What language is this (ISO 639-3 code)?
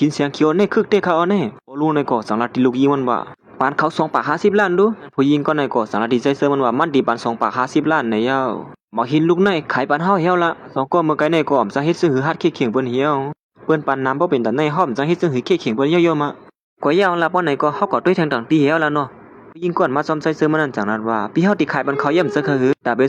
shn